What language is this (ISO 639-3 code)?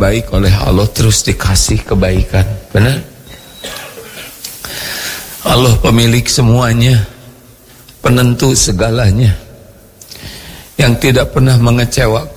ind